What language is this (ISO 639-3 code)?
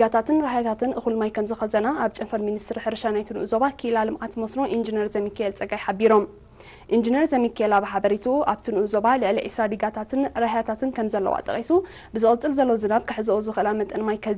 tir